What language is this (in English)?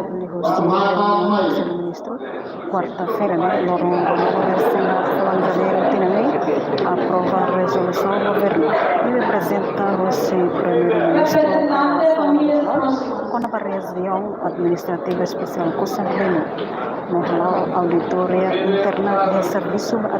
Tetum